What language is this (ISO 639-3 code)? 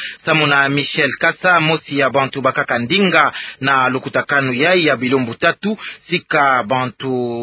ktu